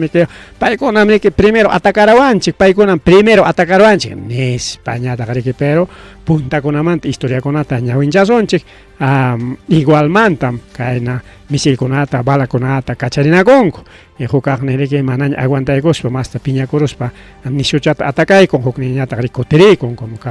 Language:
Ayacucho Quechua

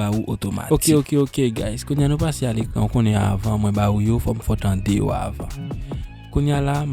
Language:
Haitian Creole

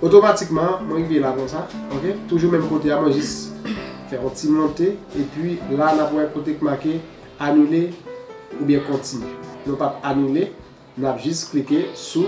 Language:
Haitian Creole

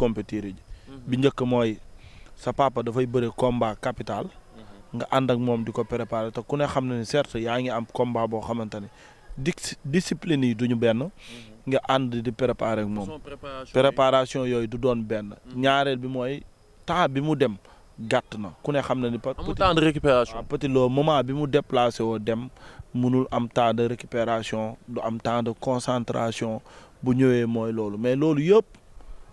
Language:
Wolof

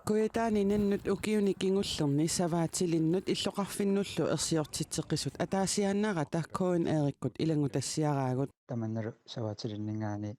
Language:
Kalaallisut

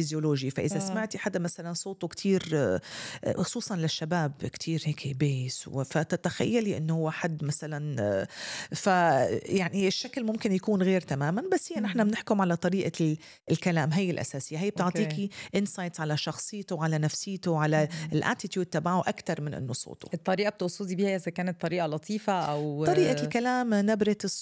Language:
North Levantine Arabic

